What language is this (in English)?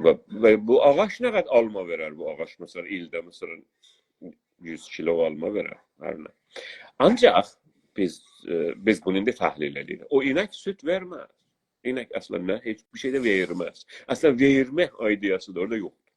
South Azerbaijani